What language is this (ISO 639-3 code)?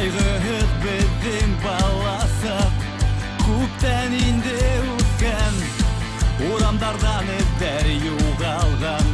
bak